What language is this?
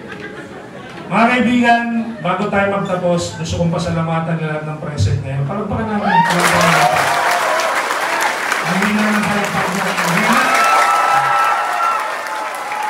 Filipino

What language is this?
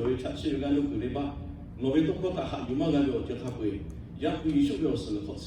Lahu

